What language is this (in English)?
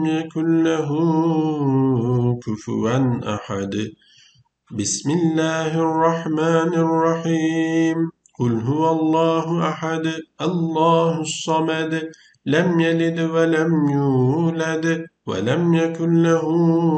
Arabic